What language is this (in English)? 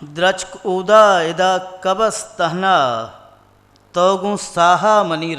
Eastern Balochi